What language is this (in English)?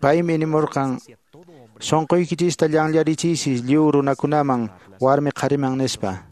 Quechua